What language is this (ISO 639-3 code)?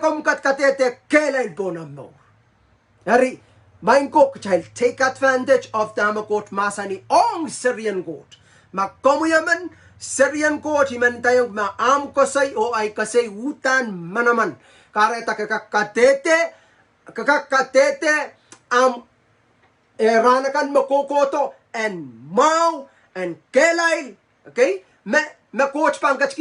pon